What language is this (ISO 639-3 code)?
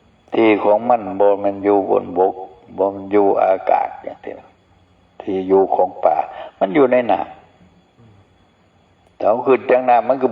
tts